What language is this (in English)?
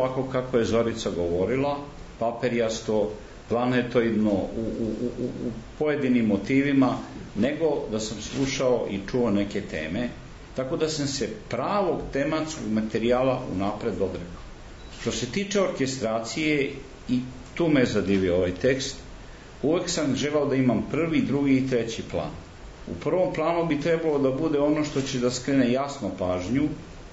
Serbian